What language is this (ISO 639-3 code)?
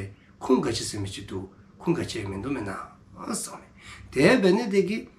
dzo